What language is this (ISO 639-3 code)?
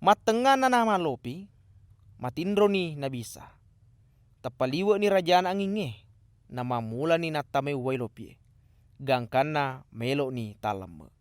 bug